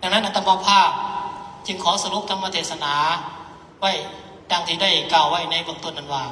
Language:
Lao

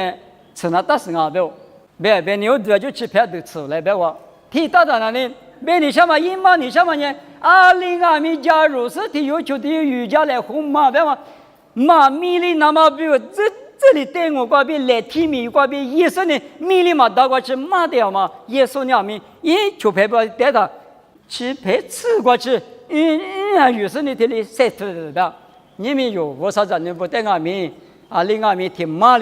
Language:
Lisu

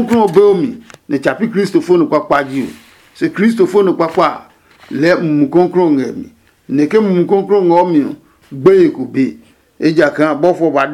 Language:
Adangme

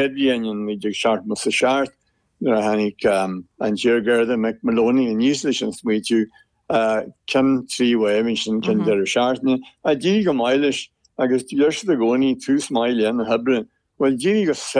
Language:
Irish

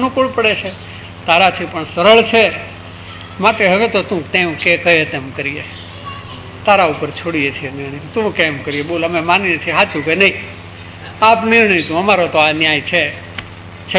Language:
Gujarati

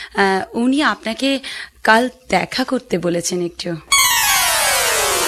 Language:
Bangla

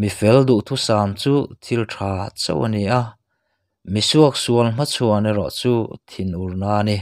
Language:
Mizo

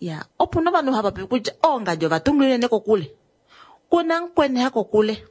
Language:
Kuanyama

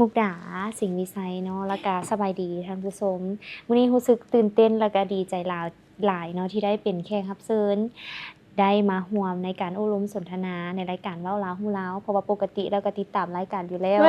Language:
Lao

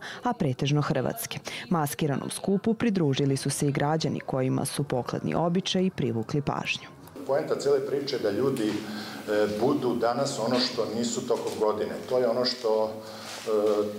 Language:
Serbian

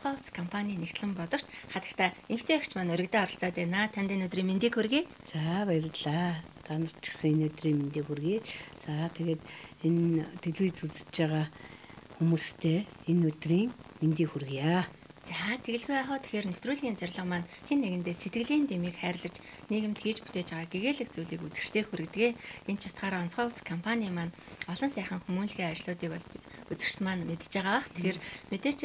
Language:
Mongolian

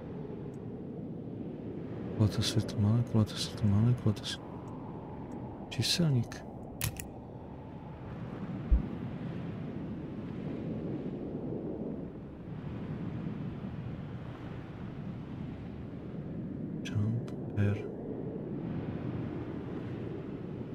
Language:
Slovak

